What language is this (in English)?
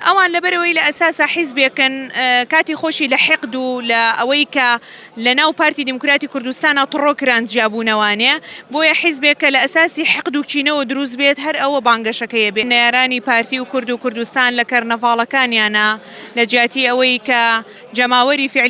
Central Kurdish